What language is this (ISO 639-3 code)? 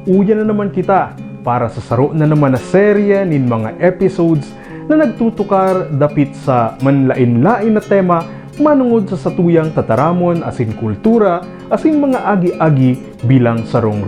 bik